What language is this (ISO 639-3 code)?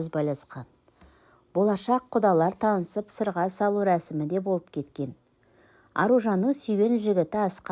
kaz